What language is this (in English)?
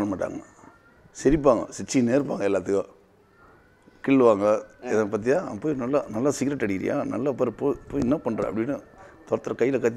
Tamil